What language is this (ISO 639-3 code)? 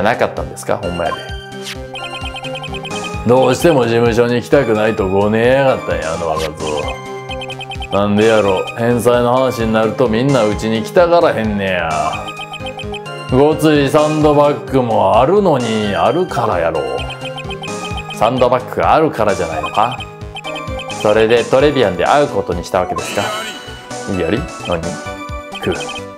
jpn